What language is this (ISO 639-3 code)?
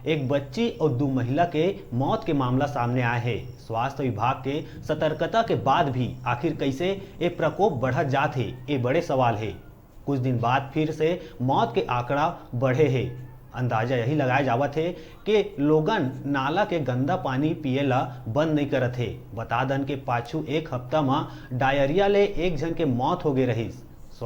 hne